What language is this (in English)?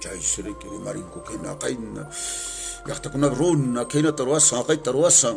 Quechua